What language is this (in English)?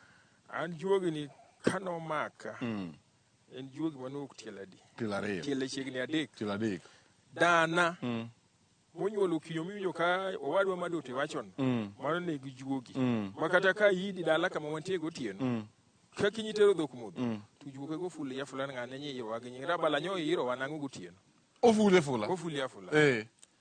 Luo (Kenya and Tanzania)